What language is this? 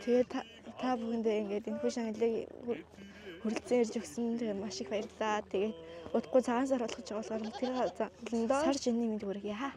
Mongolian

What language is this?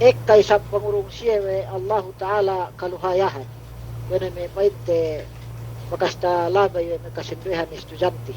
Yakan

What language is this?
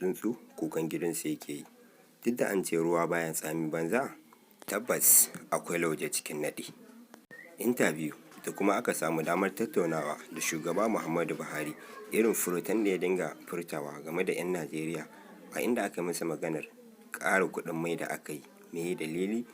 Hausa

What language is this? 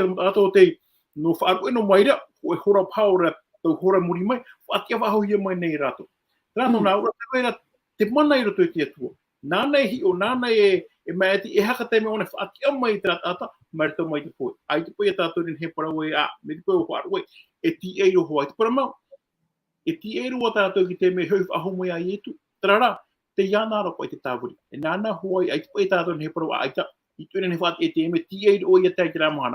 Tahitian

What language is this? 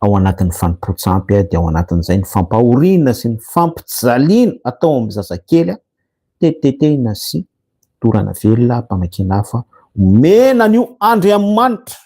Malagasy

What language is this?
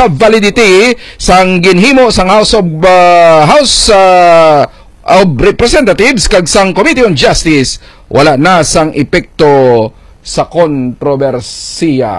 Hiligaynon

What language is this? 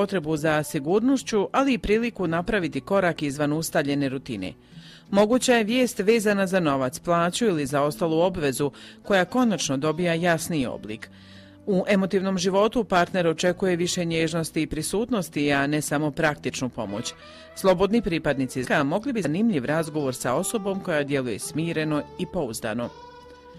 Croatian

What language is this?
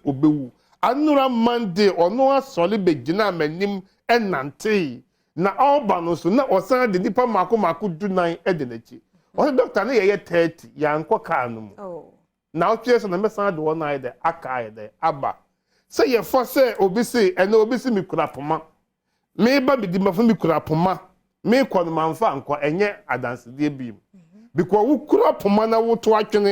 Akan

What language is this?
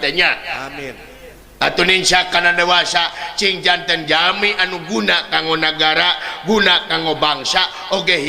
Sundanese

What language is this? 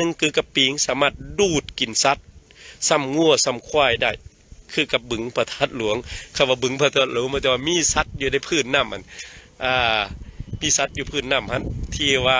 Lao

